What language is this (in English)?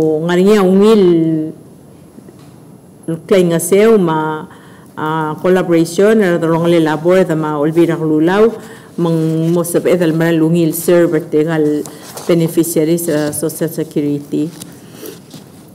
Palauan